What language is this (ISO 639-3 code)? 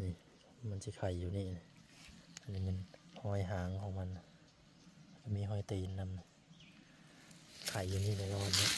lao